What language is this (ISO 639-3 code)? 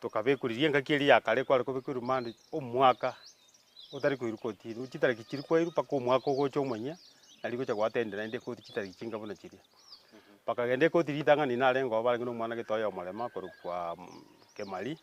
guz